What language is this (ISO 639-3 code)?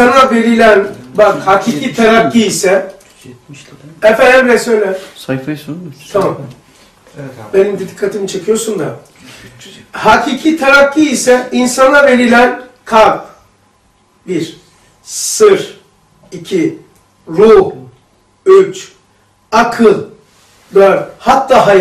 tur